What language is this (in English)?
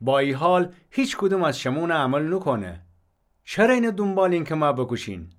Gilaki